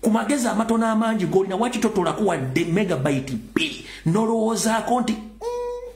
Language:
Ganda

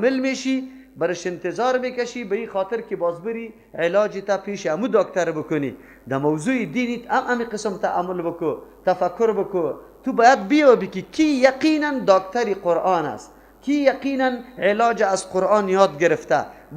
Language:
Persian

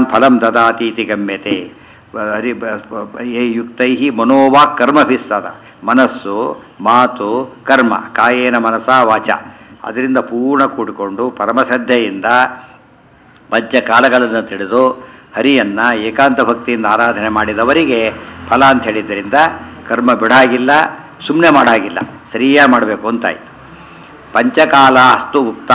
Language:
Kannada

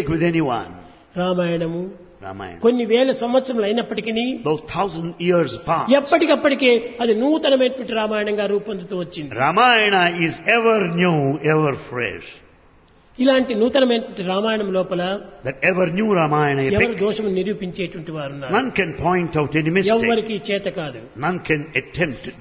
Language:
Telugu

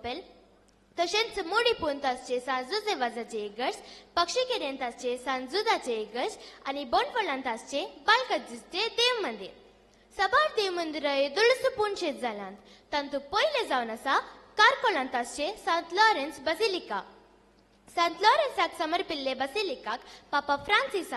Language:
Konkani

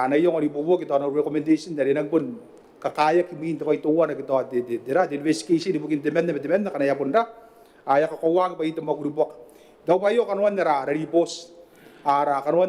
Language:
Gilbertese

